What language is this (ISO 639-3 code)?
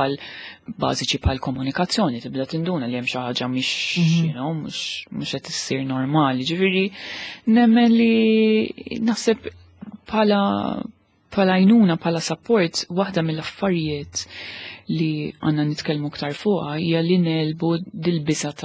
mlt